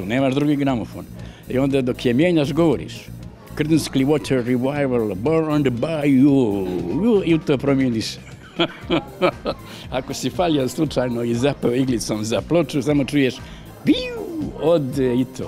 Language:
Croatian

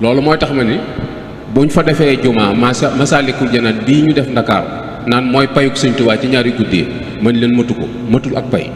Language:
Wolof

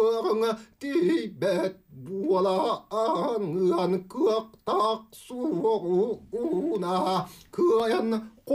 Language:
Yakut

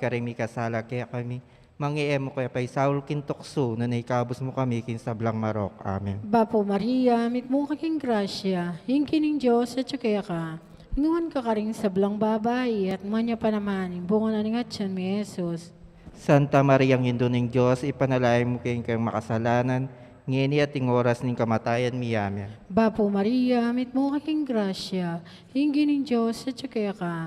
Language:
Pampanga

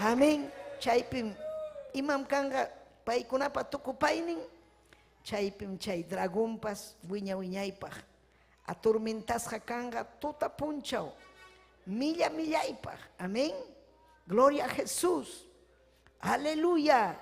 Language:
Ayacucho Quechua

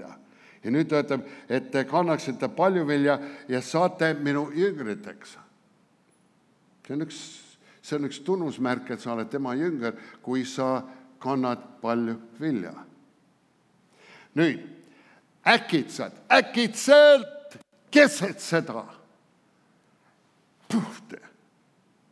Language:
Estonian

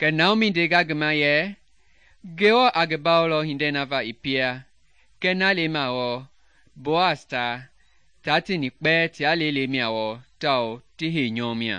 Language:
Mende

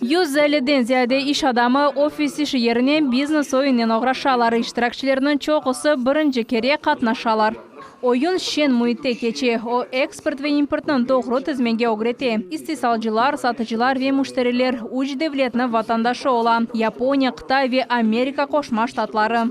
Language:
Crimean Tatar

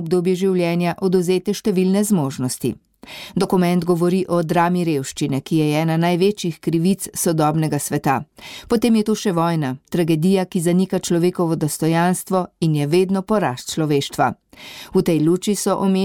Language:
Slovenian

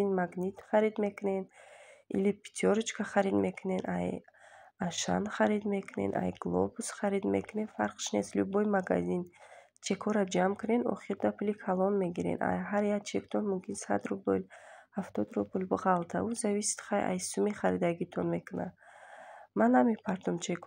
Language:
Tajik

